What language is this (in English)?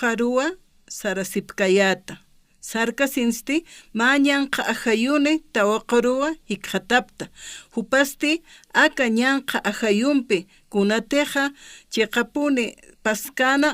Aymara